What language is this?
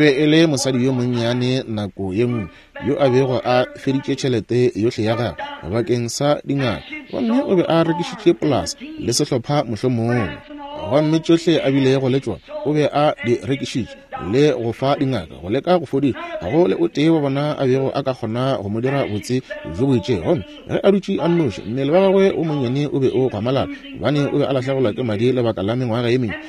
Northern Sotho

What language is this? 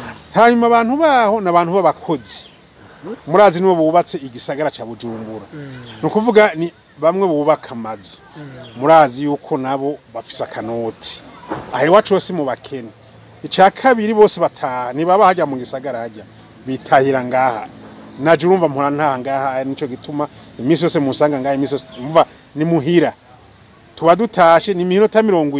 Rundi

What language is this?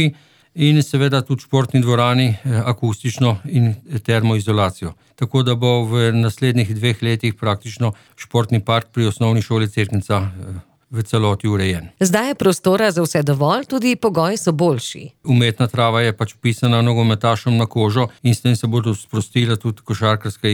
Slovenian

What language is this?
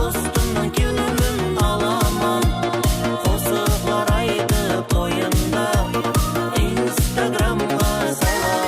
Kara-Kalpak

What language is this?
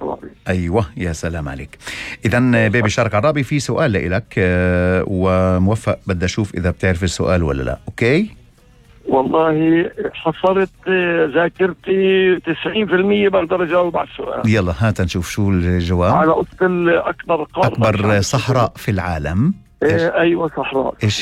North Levantine Arabic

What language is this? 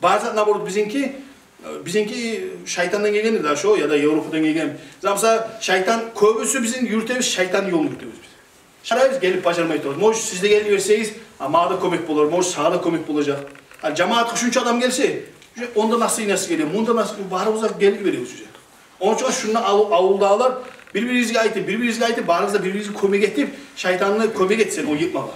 Kumyk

